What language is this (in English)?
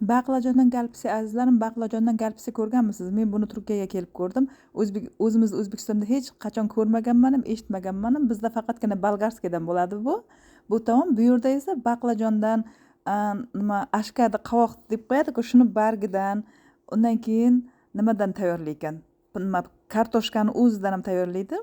Uzbek